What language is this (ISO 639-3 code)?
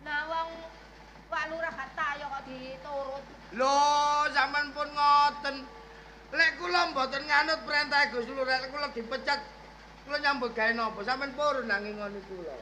jav